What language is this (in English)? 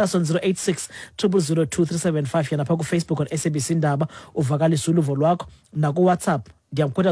Xhosa